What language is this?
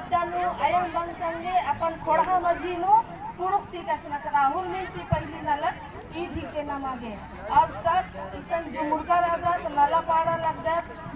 Kurukh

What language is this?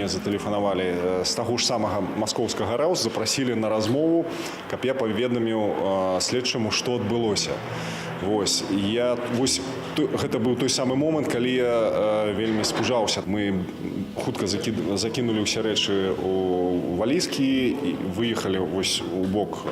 Belarusian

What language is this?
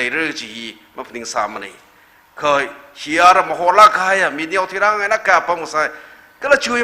Tangkhul Naga (India)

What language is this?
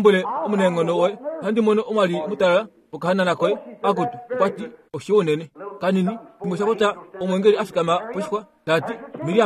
Kuanyama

